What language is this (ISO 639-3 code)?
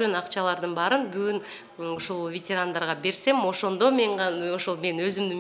kir